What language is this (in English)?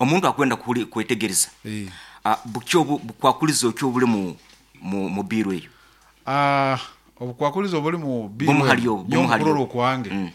Nyoro